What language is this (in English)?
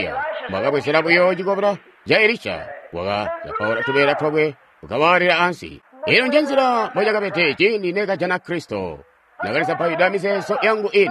Tonga (Zambia)